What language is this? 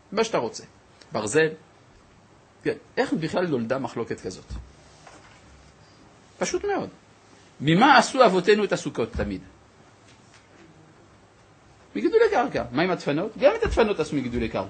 Hebrew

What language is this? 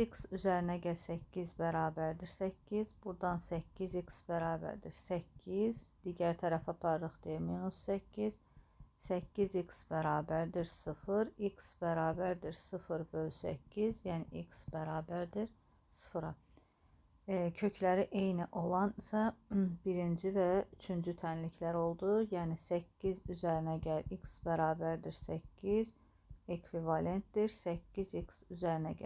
Azerbaijani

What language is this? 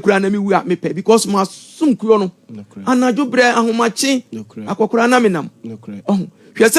Akan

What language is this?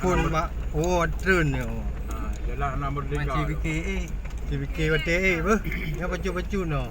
Achinese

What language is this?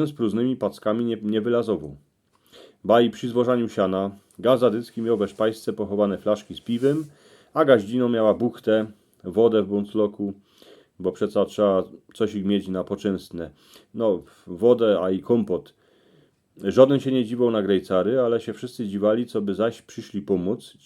Silesian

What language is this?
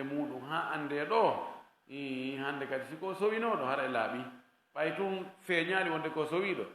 Fula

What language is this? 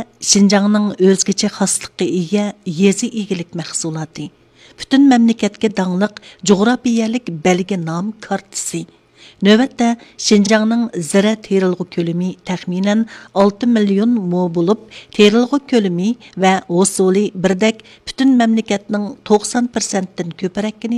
Uyghur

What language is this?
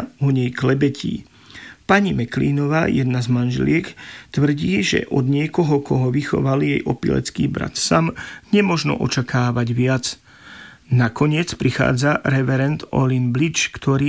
Slovak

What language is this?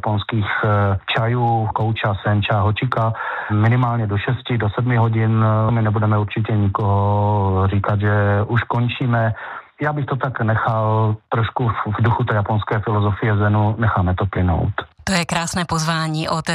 Czech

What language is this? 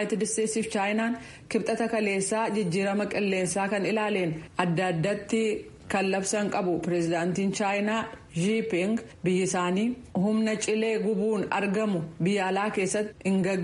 Oromo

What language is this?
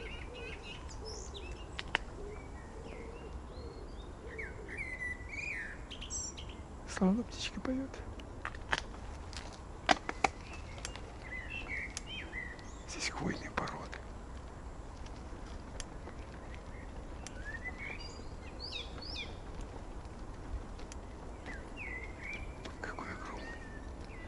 Russian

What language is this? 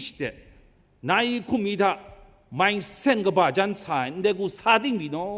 Kachin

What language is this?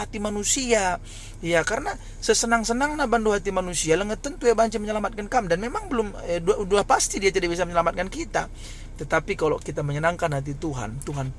Batak Karo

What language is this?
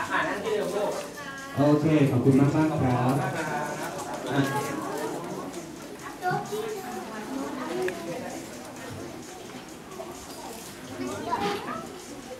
Thai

